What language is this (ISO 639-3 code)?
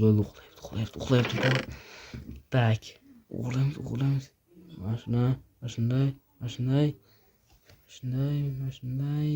uzb